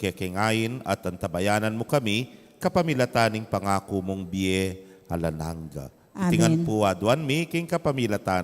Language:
Pampanga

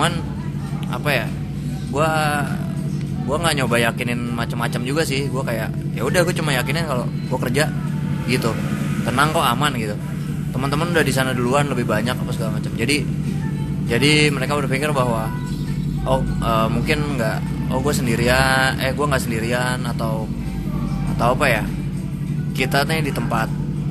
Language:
Indonesian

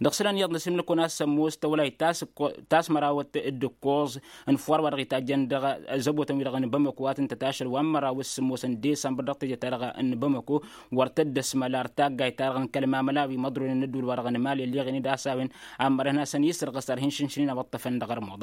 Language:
Tamasheq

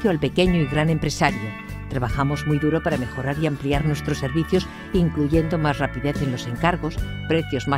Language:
Spanish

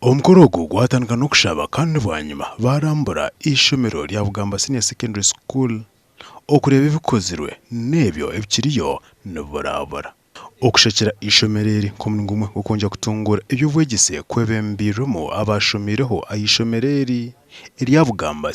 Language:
Nyankole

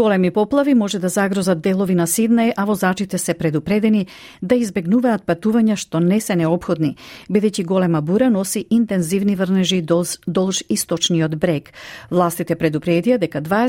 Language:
Macedonian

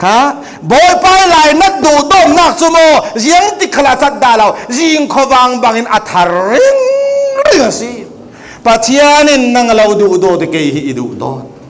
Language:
Falam Chin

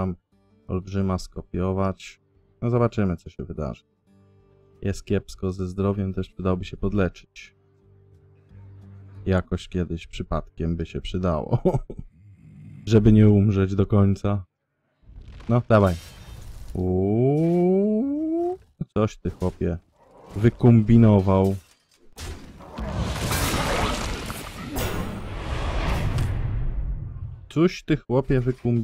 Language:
Polish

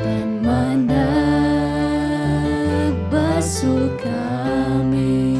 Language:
Kankanaey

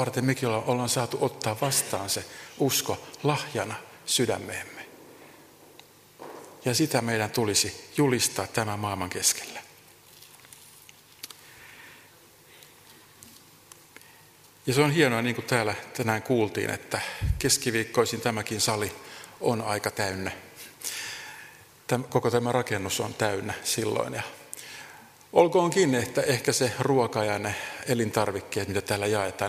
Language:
Finnish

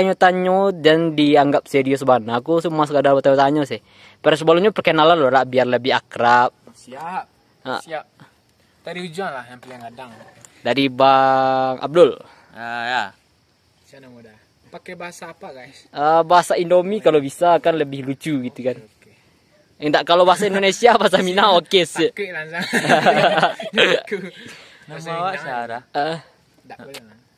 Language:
Minangkabau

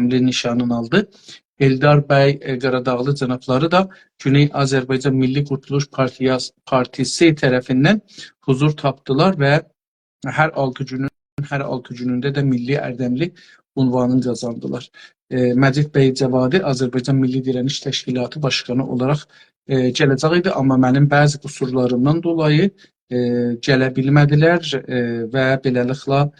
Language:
South Azerbaijani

